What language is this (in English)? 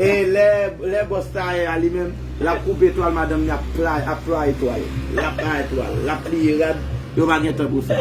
Haitian Creole